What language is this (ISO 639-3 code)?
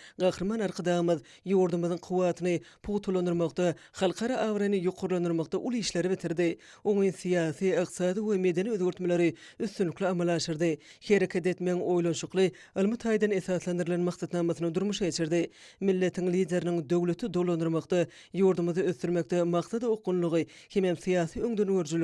tuk